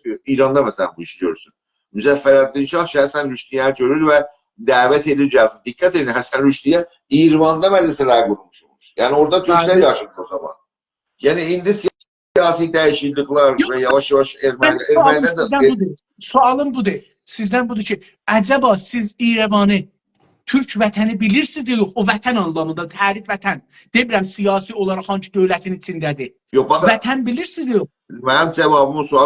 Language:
South Azerbaijani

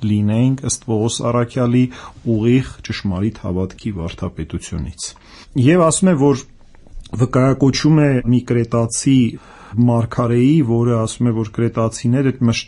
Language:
Armenian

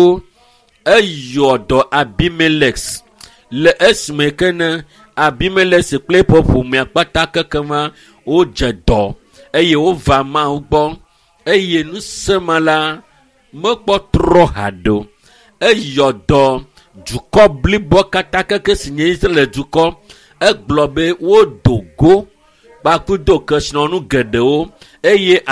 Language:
Ewe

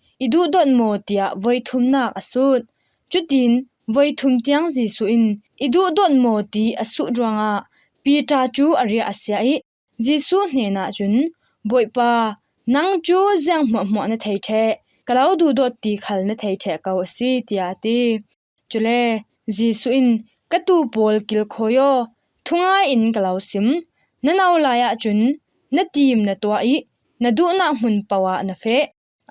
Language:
Falam Chin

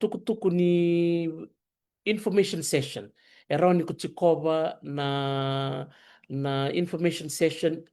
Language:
Fijian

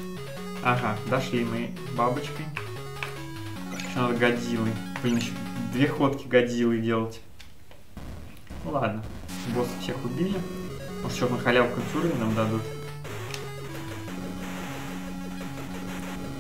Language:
Russian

